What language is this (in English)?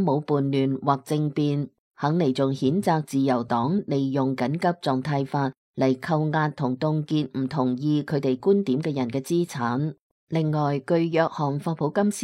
Cantonese